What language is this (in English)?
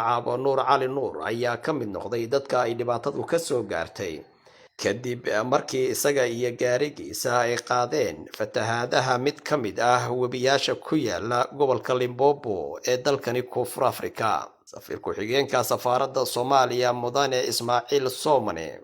Somali